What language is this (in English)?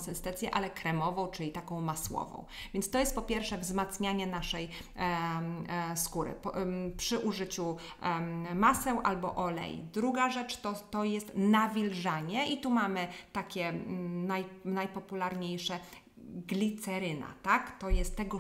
Polish